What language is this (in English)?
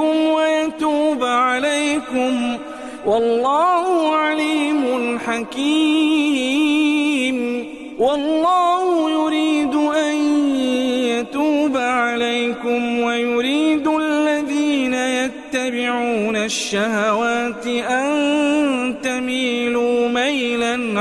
Arabic